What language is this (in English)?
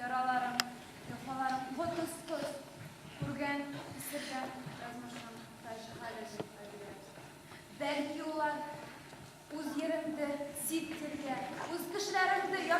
Bashkir